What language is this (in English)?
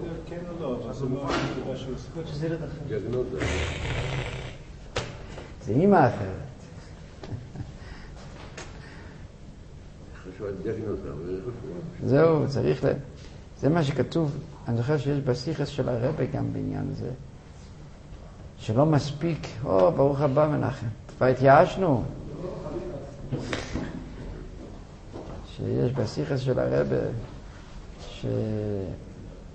Hebrew